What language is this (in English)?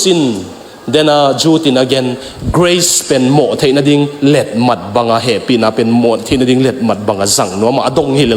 Tedim Chin